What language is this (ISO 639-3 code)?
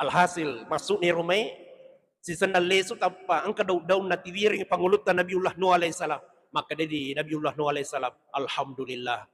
bug